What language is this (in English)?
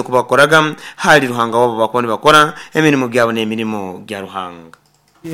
Nyoro